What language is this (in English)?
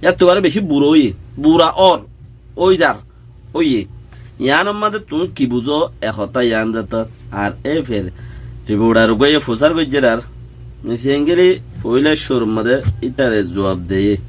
Rohingya